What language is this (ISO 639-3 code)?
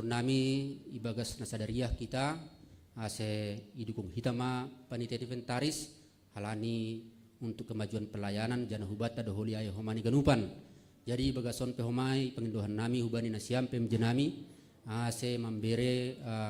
bts